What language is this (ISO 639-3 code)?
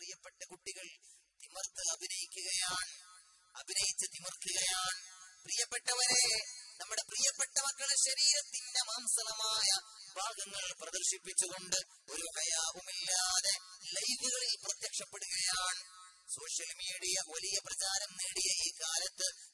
mal